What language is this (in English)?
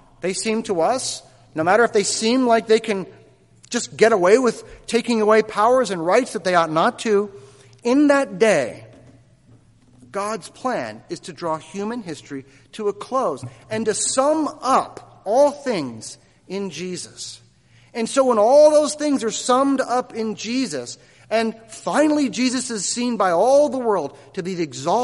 English